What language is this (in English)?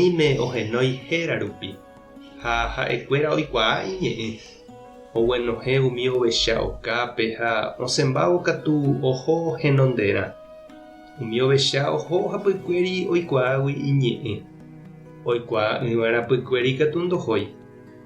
Guarani